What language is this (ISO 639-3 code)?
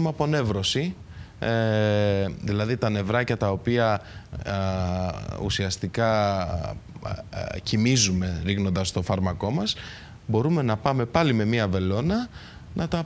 ell